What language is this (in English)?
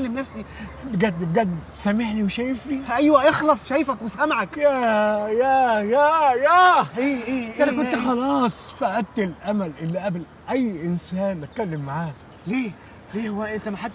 Egyptian Arabic